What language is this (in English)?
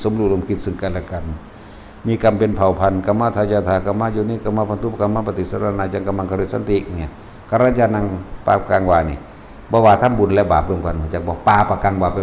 Northeastern Thai